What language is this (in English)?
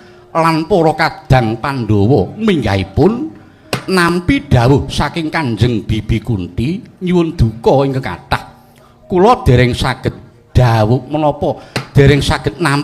Javanese